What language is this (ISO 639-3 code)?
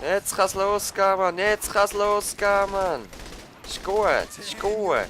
gsw